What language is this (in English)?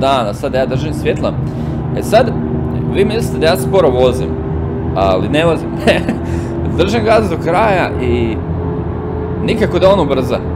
Croatian